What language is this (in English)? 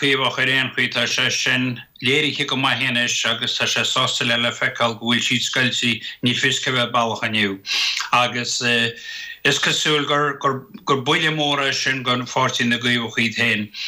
Irish